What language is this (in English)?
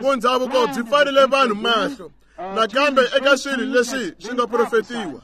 Tsonga